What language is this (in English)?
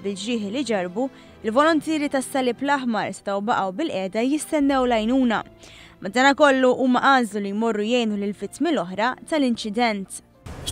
Maltese